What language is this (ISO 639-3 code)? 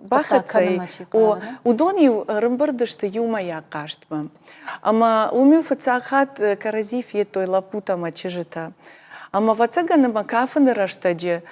oss